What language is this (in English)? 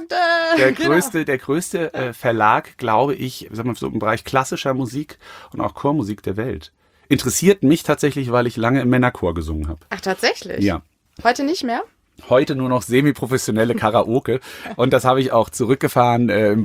German